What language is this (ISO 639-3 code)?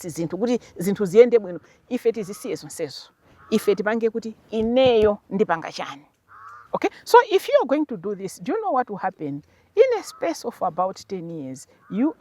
nya